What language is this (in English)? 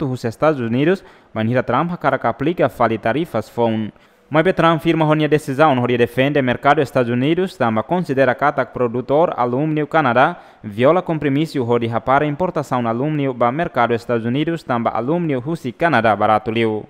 Tetum